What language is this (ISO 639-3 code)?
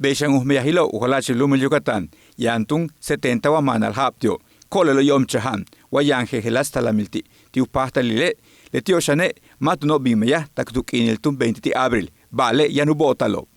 yua